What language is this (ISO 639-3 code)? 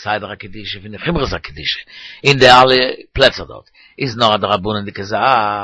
yid